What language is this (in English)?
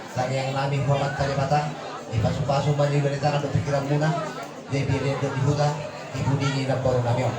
Batak Toba